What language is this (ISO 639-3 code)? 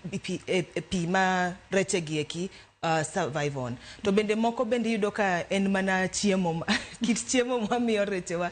luo